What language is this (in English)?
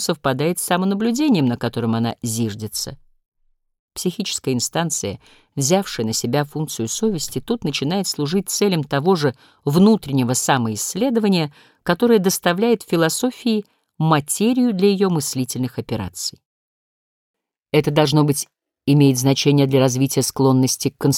Russian